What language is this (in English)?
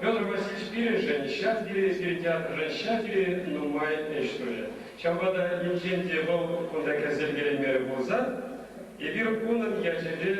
Chuvash